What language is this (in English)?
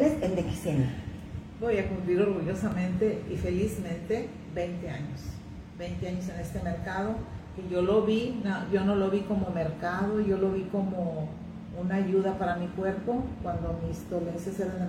Spanish